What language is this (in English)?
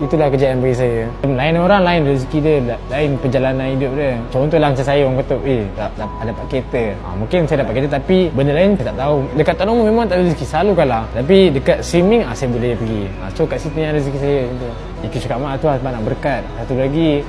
Malay